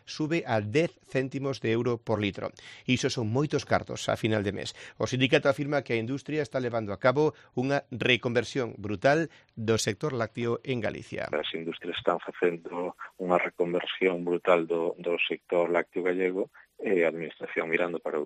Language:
Galician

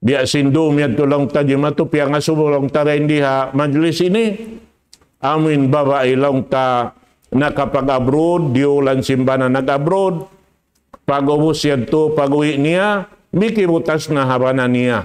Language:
Tausug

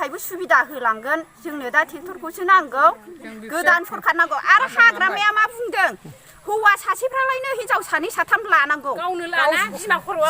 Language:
Bodo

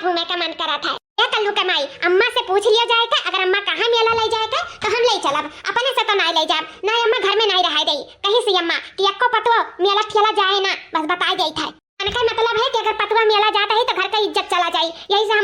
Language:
Awadhi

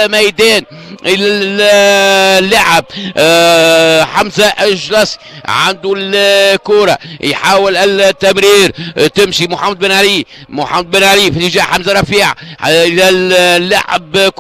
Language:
Tunisian Arabic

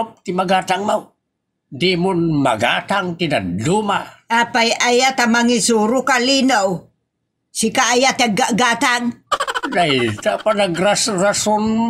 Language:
Iloko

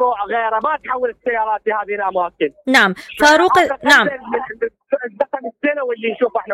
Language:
Mesopotamian Arabic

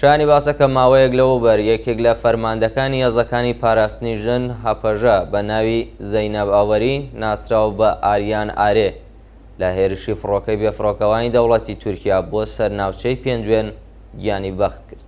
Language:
Central Kurdish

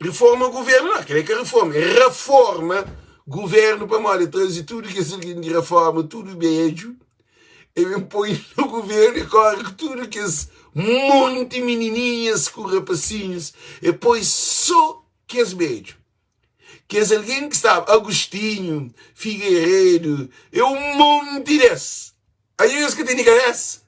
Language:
Kabuverdianu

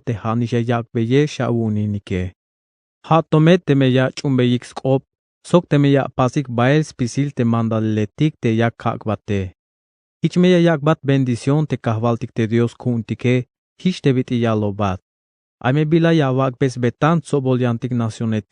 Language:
Tzeltal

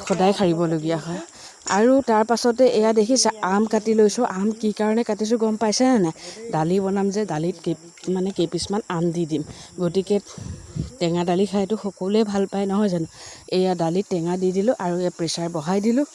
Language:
Assamese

